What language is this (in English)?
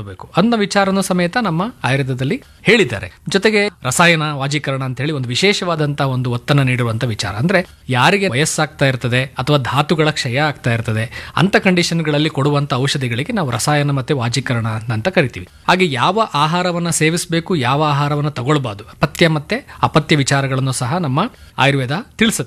Kannada